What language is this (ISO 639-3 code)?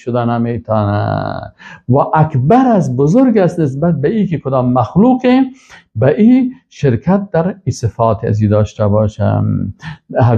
fas